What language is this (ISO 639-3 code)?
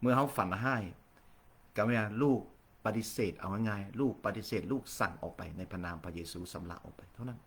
lao